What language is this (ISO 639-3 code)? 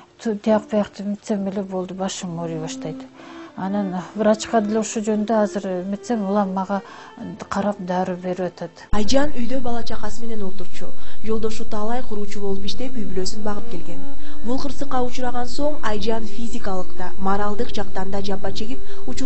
kir